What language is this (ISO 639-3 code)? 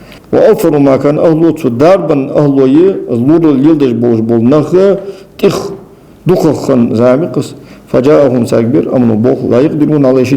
inh